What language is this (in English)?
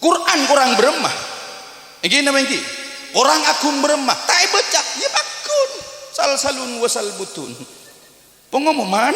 Madurese